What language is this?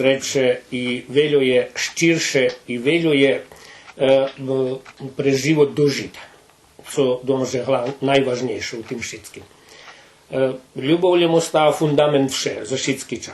Rusyn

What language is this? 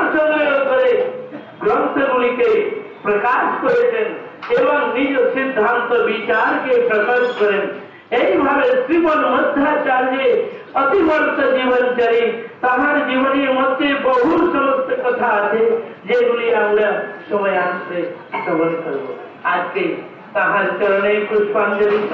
Bangla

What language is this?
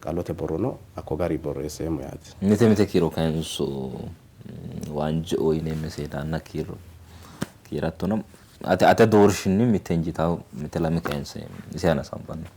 Sidamo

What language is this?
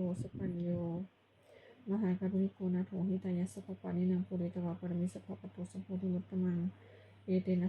Pali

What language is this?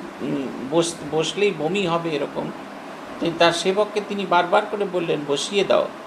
Bangla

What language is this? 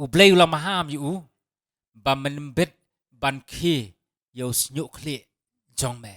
Khasi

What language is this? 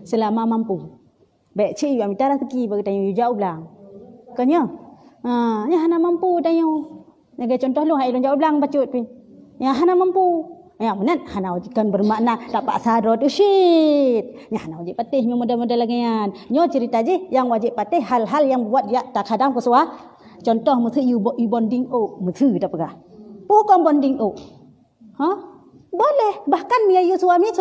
Achinese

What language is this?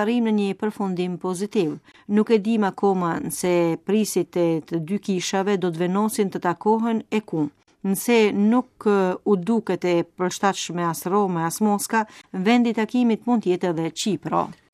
Albanian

